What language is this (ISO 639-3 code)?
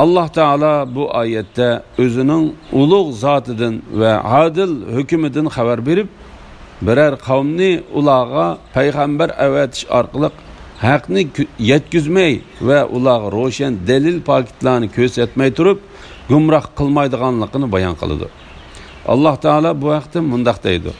uig